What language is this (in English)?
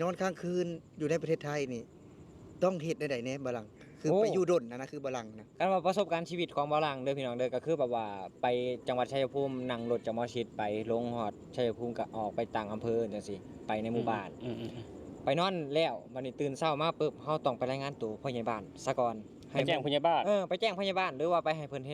Northeastern Thai